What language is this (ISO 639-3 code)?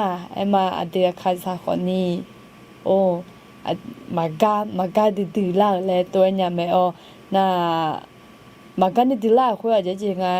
ahk